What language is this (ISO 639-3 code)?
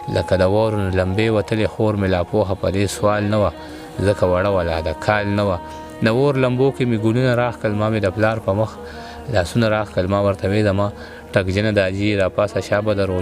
pus